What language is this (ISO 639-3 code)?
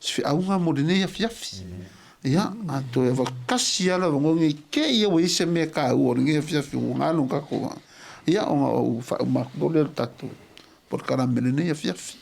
smo